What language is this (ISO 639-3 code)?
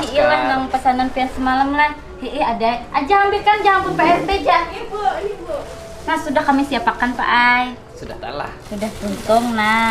bjn